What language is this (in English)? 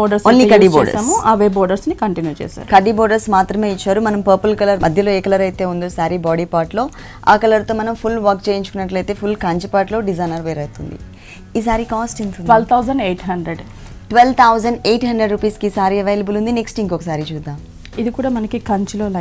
Telugu